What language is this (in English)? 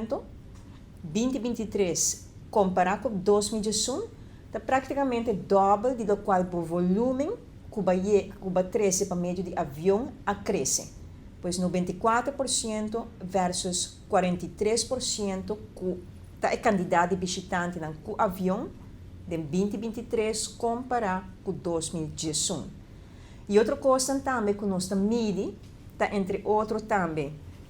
Papiamento